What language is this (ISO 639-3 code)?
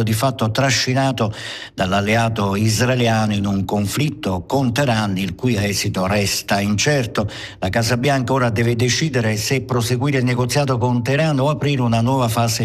ita